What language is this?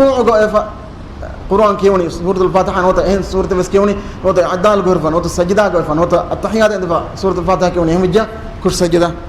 Divehi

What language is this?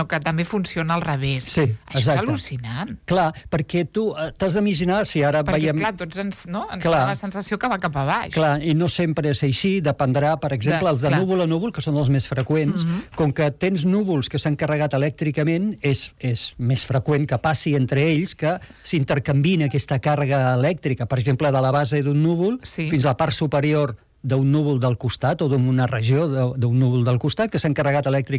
Catalan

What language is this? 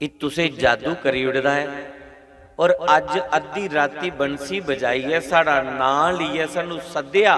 Dogri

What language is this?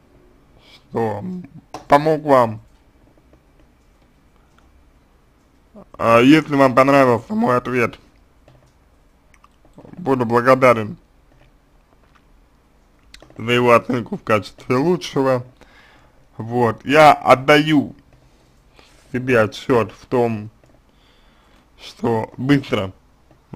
Russian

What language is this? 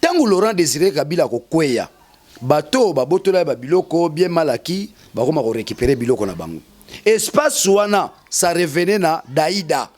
Lingala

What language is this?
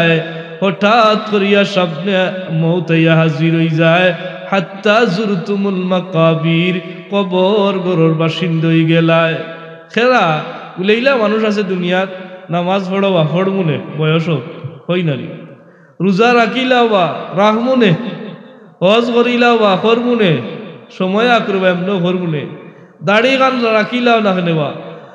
Sylheti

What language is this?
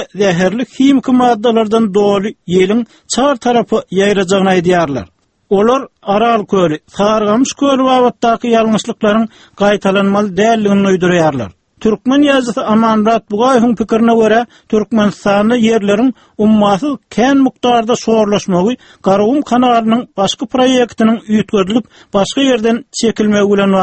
Turkmen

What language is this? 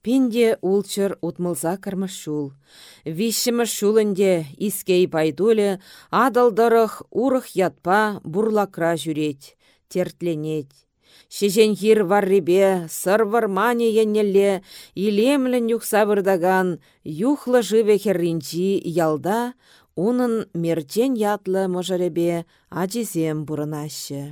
Chuvash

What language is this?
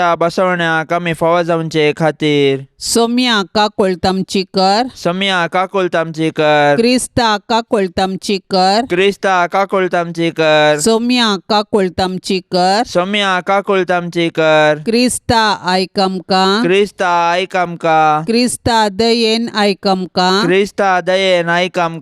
Konkani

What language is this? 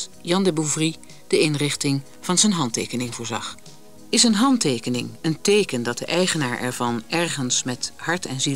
Dutch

